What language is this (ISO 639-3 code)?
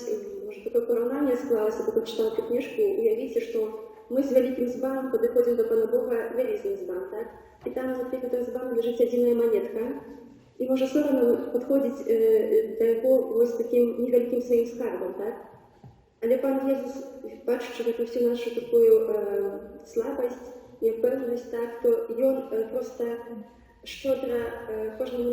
bel